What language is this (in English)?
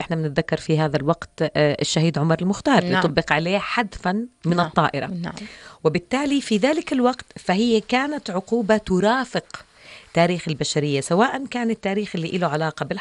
North Levantine Arabic